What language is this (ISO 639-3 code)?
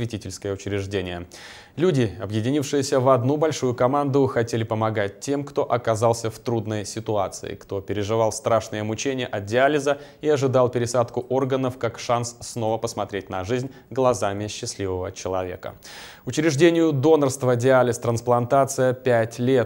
rus